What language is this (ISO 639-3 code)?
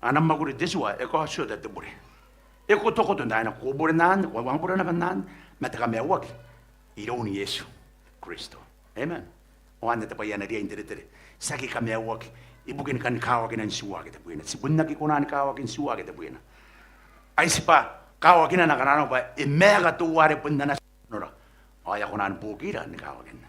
gil